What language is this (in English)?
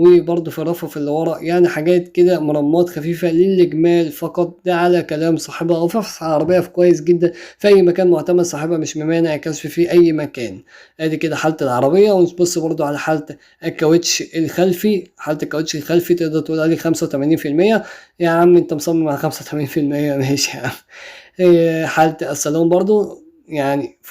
Egyptian Arabic